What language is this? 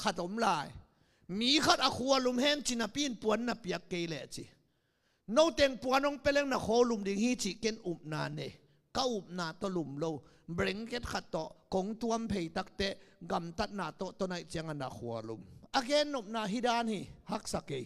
Tedim Chin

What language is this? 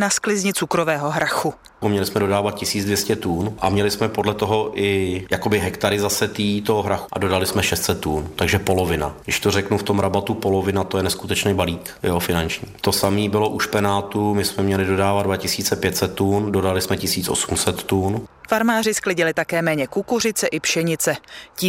Czech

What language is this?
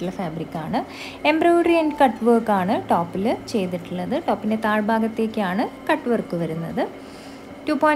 Malayalam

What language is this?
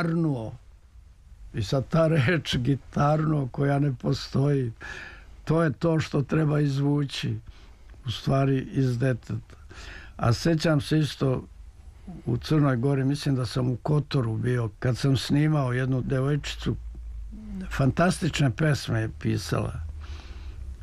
Serbian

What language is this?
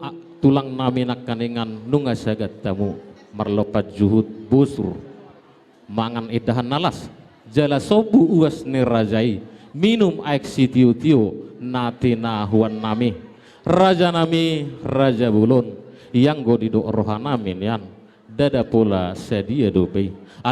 Batak Toba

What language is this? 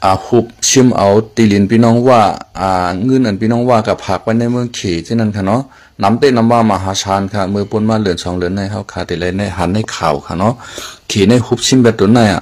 Shan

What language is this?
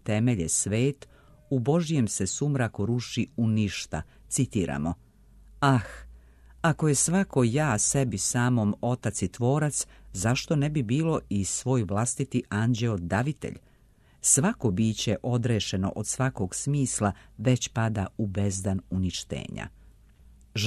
Serbian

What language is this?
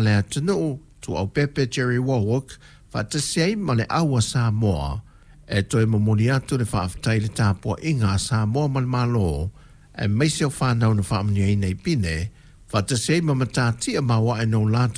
Samoan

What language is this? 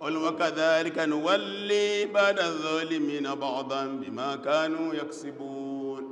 Yoruba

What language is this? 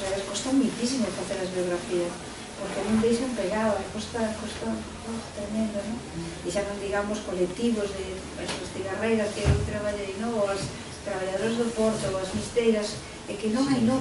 Galician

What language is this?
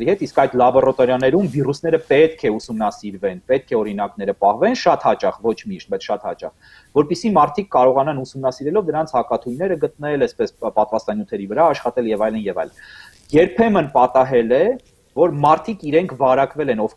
Armenian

